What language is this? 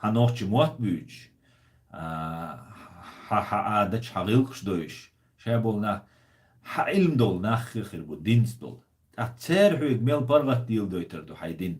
Chechen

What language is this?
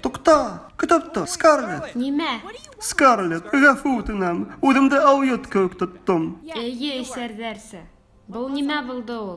Bashkir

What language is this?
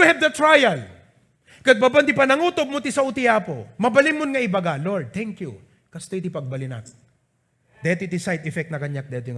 Iloko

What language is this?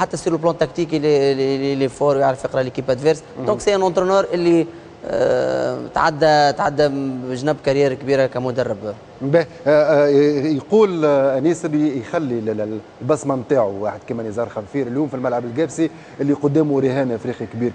Tunisian Arabic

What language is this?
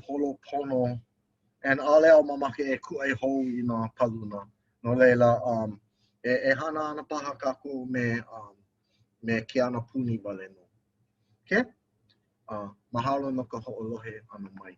Hawaiian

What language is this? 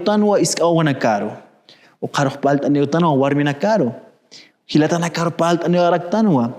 Aymara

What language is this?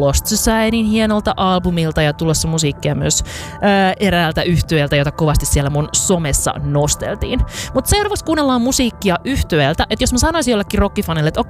Finnish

